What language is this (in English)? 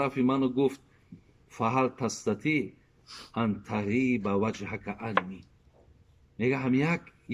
Tajik